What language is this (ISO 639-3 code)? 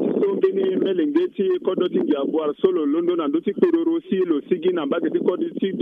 sag